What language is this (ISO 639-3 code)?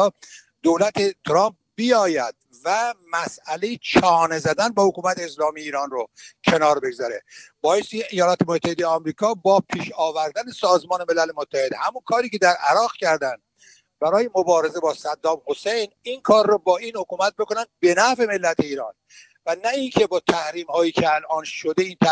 fas